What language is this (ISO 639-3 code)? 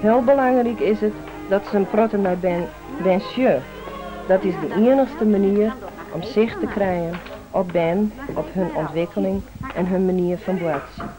fry